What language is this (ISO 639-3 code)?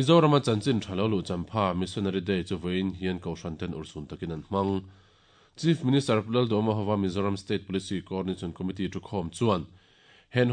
lus